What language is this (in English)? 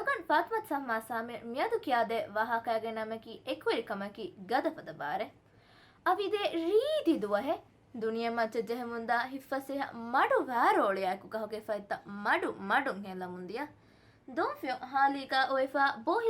Divehi